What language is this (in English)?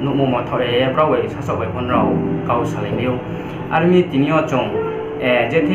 Riang (India)